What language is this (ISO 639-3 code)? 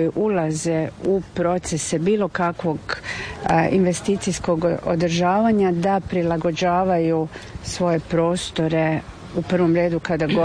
hrv